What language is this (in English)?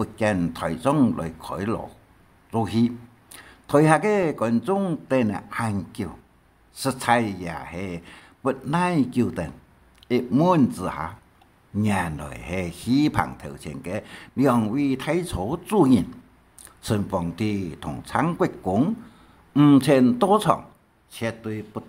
Hakka Chinese